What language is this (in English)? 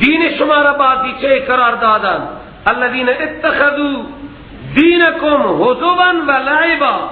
Persian